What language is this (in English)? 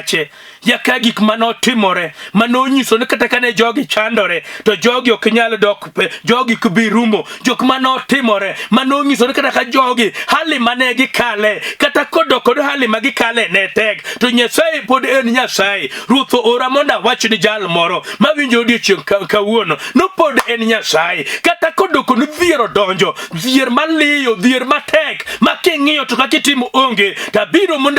Luo (Kenya and Tanzania)